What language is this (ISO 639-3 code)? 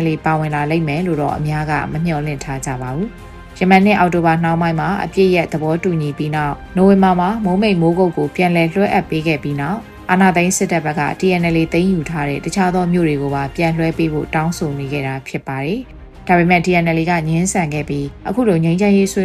mya